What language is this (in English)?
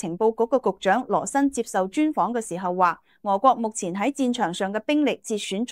Cantonese